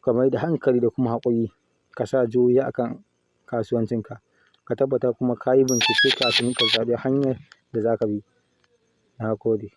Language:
Hausa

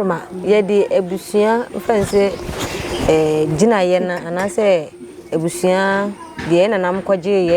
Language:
Akan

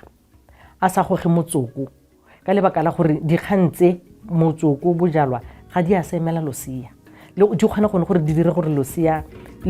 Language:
Tswana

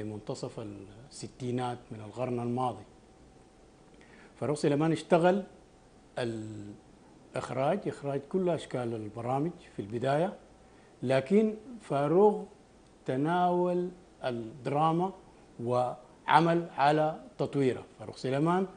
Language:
Arabic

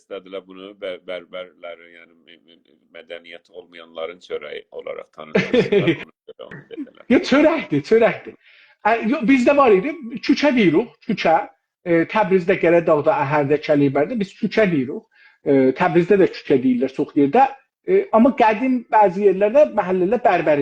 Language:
South Azerbaijani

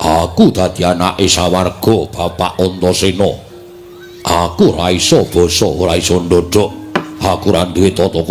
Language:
Javanese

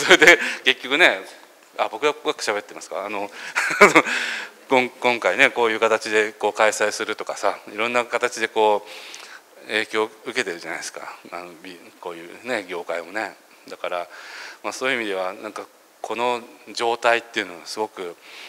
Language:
Japanese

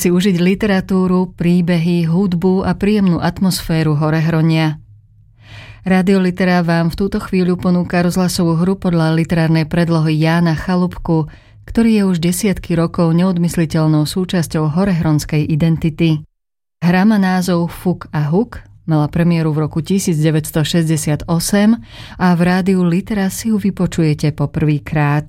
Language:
Slovak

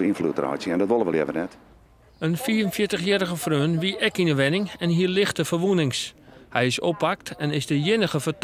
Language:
Western Frisian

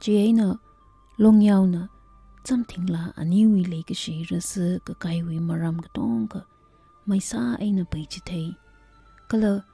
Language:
Tangkhul Naga (India)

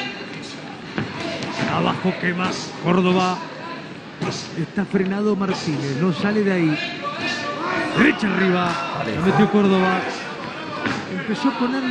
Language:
Spanish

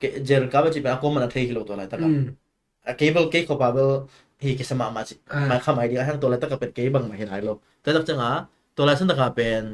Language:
Tedim Chin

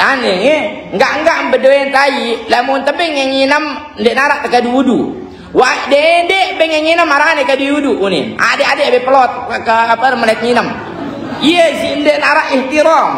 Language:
Sasak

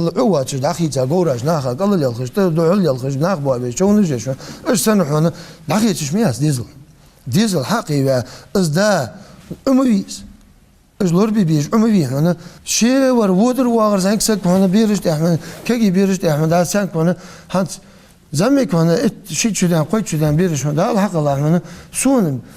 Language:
Ingush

